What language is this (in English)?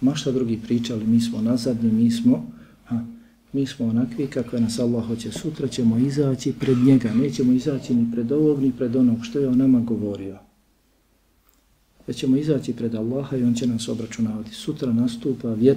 Bosnian